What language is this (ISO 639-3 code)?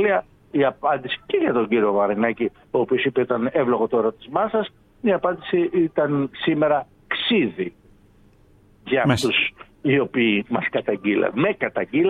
ell